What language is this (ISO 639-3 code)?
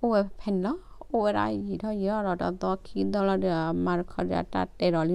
ksw